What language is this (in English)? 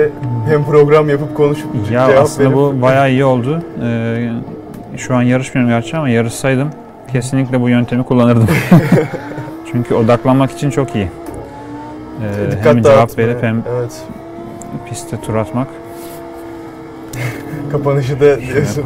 Turkish